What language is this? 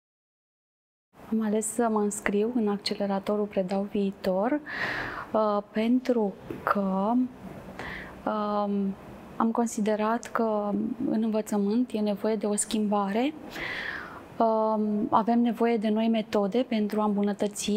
Romanian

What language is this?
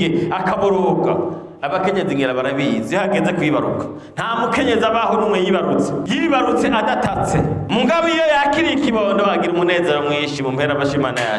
Rundi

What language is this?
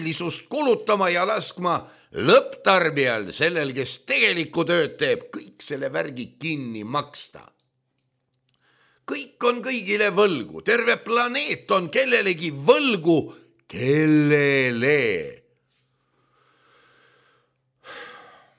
Estonian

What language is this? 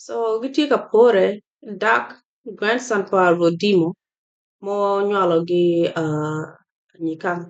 Acoli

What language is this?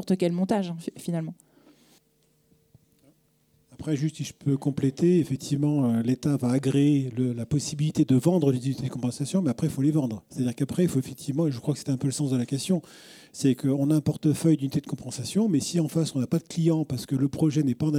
French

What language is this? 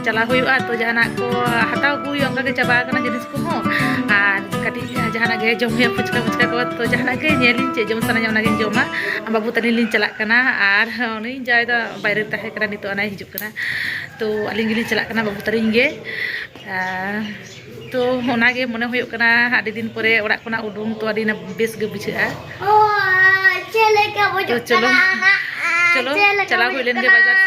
Santali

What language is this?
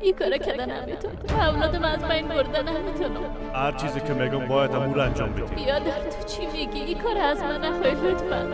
Persian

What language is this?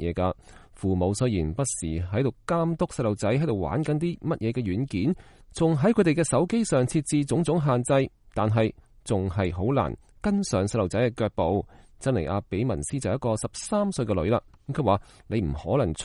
Cantonese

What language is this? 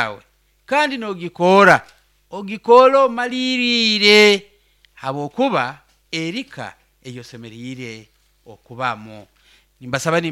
Nyoro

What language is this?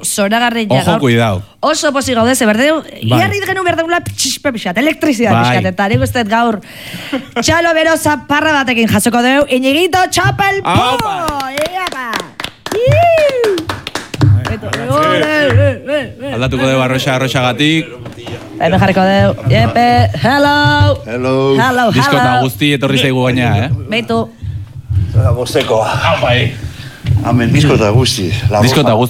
Basque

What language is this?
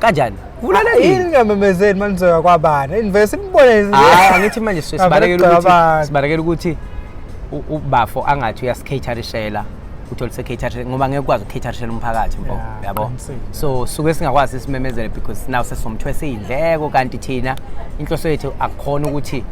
Zulu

